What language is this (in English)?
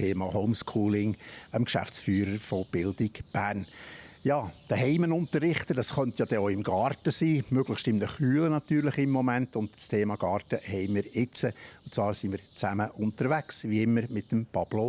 Swiss German